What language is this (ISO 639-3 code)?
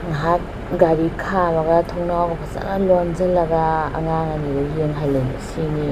mni